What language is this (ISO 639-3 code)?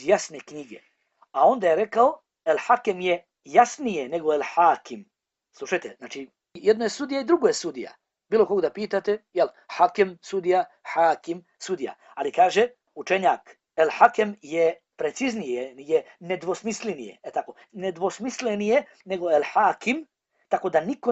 bos